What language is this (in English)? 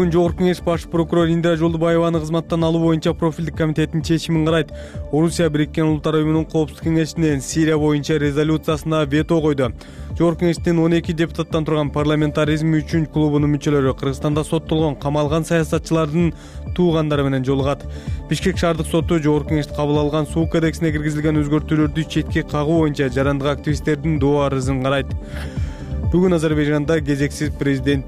Kyrgyz